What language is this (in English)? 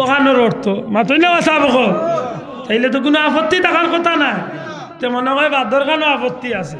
Sylheti